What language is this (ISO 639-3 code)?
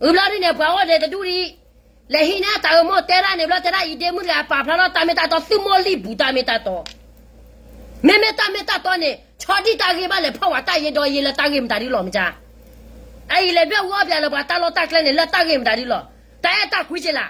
ksw